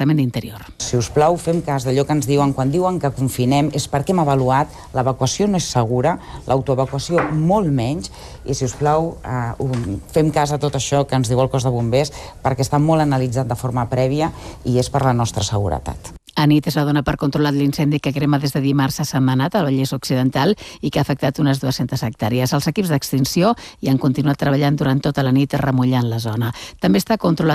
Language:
Catalan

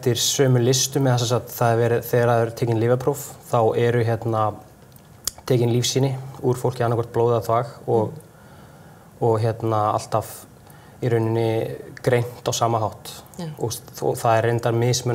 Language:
Icelandic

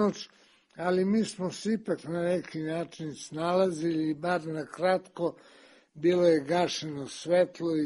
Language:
Serbian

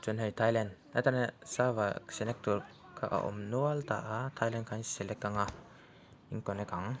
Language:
Mizo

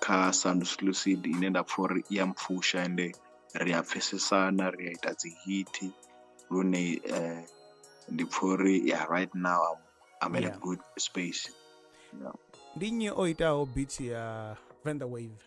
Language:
Venda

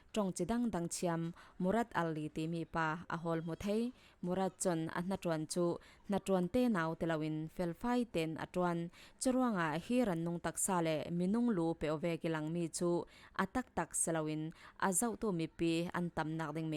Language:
Falam Chin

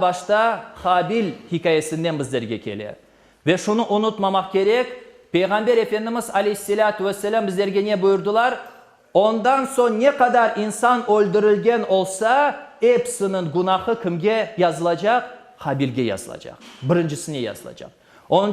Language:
Crimean Tatar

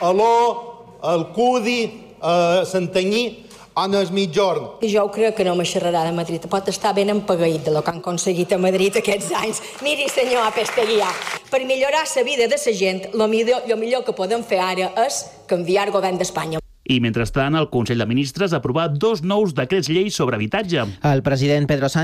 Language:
Catalan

